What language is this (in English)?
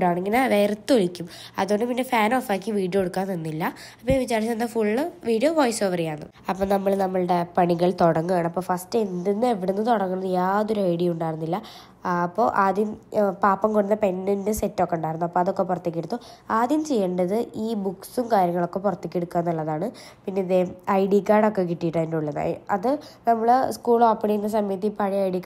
Malayalam